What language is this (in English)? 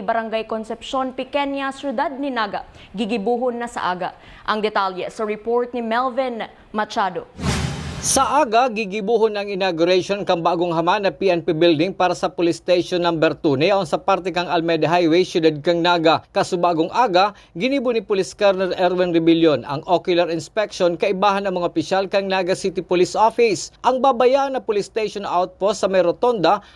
Bikol